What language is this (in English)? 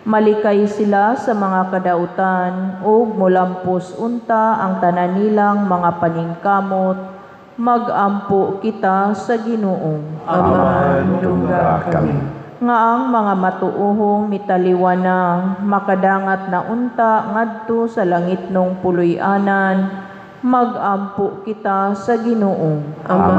Cebuano